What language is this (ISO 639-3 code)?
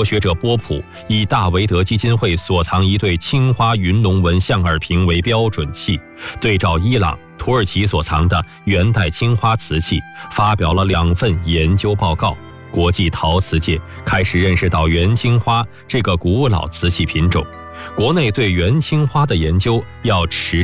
zho